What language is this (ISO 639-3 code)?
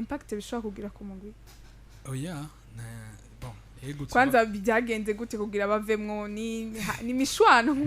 run